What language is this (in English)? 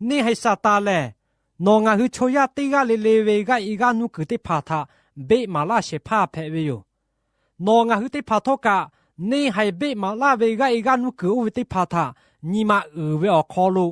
Lahu